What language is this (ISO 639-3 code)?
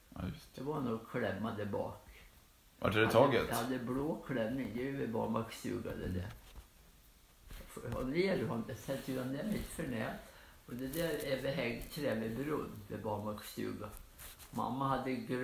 swe